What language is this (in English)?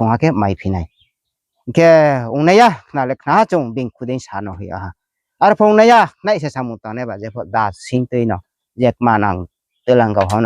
Riang (India)